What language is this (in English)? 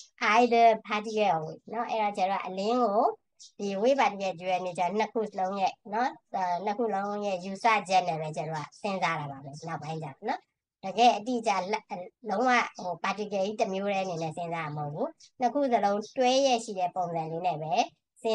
Burmese